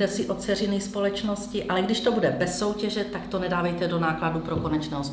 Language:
Czech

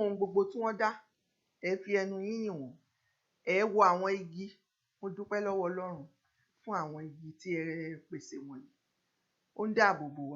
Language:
Yoruba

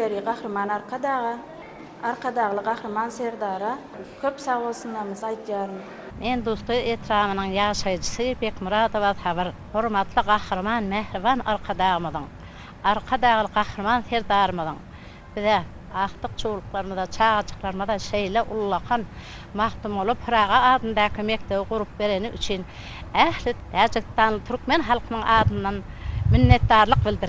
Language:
Turkmen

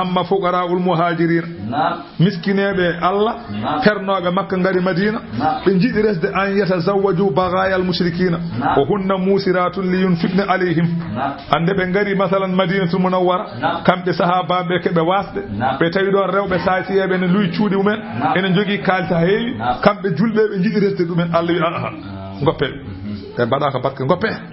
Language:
Fula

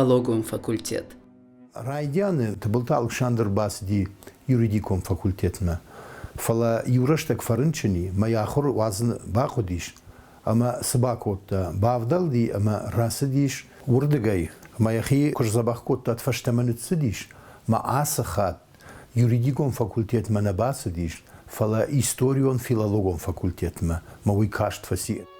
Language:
Ossetic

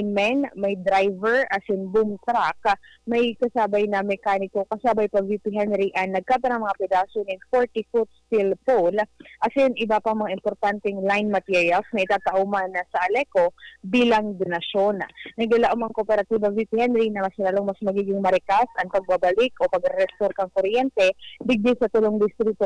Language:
Bikol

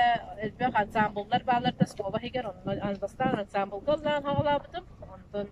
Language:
Yakut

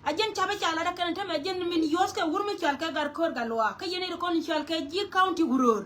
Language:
Nuer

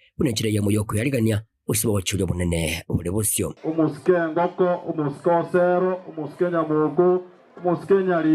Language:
Gusii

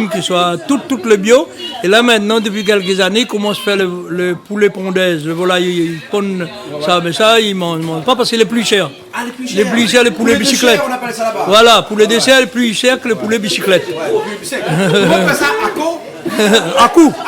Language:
Réunion Creole French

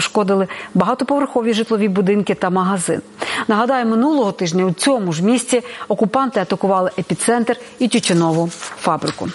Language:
Ukrainian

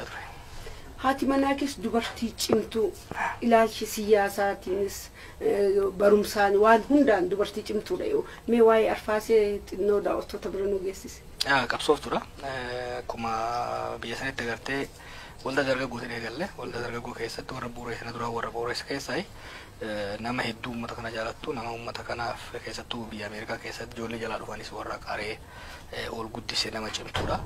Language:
Oromo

